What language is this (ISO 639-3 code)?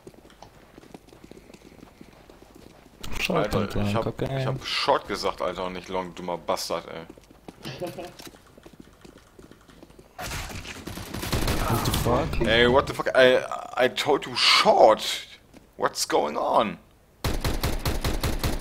deu